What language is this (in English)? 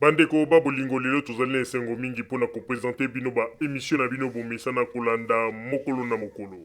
Lingala